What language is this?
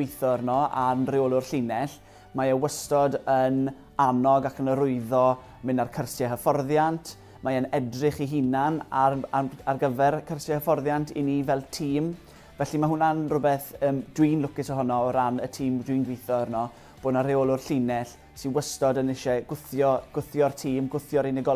Welsh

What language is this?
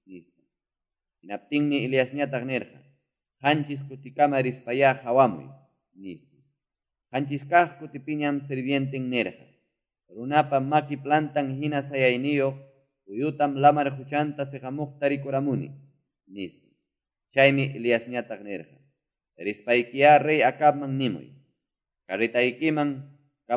Quechua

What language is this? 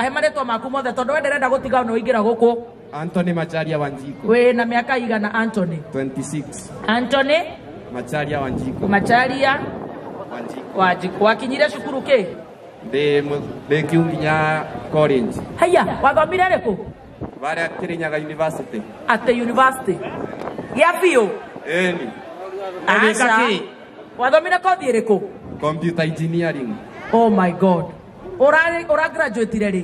Kikuyu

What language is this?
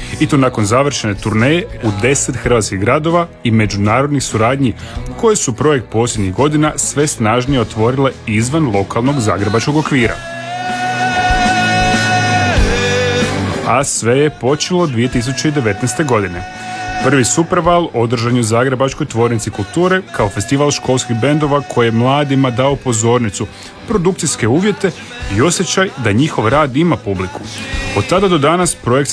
Croatian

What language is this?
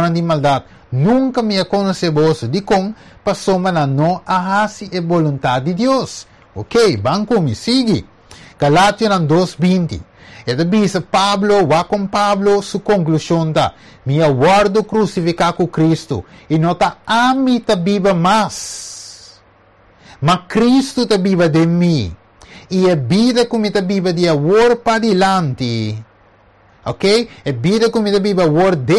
Papiamento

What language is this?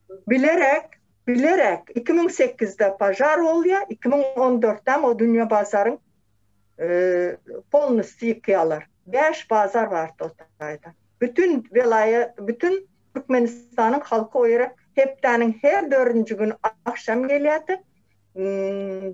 Turkmen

